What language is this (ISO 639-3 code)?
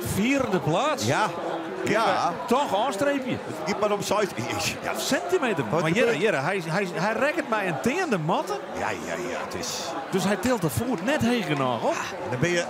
fry